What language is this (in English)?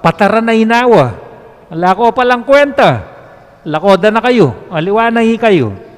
Pampanga